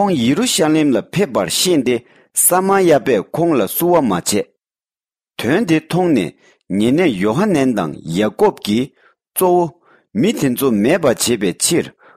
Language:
Tibetan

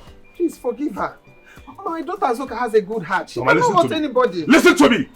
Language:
Nigerian Pidgin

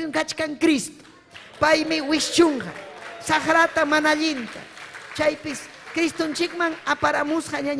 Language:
Ayacucho Quechua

